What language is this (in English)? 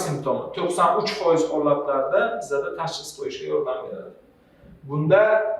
Uzbek